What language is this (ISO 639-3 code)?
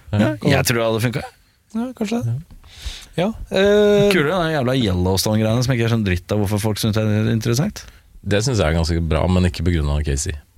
nor